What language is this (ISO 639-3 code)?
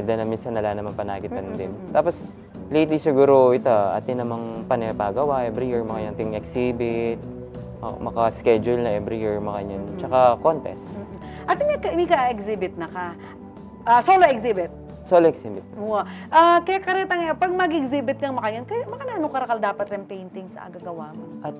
pam